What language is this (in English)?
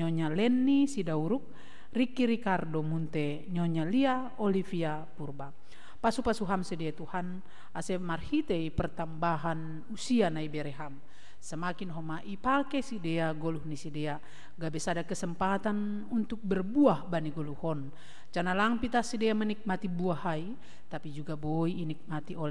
Batak Simalungun